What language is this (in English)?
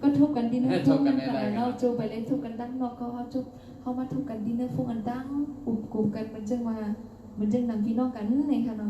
Shan